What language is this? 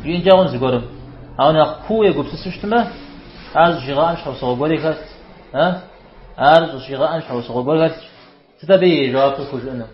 Kabardian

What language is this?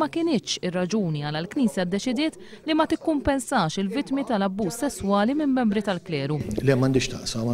Maltese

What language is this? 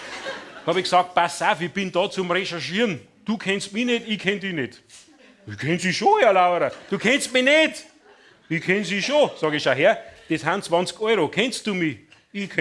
Bavarian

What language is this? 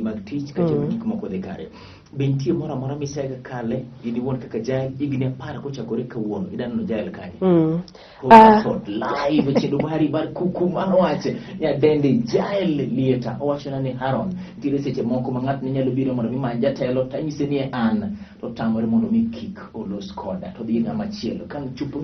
Luo (Kenya and Tanzania)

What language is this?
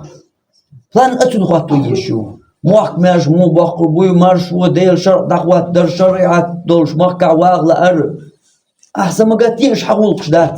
Chechen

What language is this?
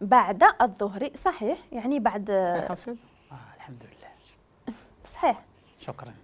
Moroccan Arabic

